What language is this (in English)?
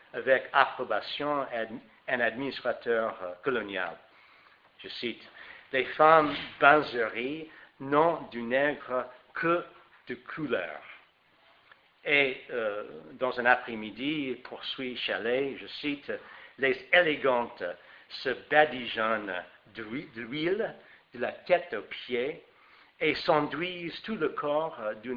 French